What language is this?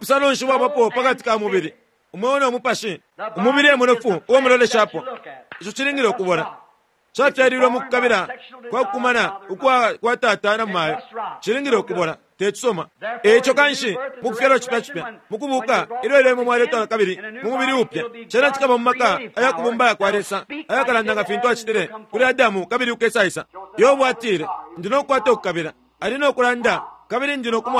Bemba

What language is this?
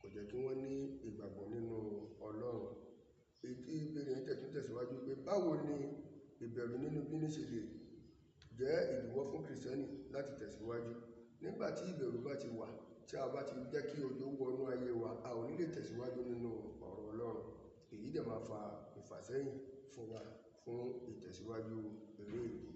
Yoruba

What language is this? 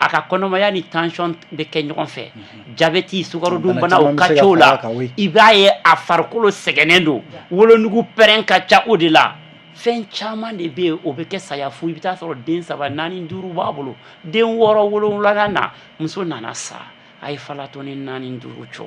Bambara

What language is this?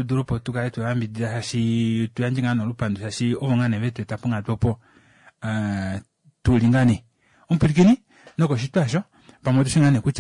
Kuanyama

